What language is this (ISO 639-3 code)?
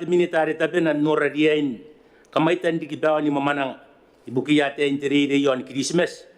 gil